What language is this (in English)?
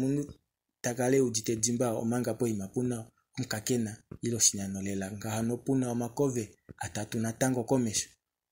Kuanyama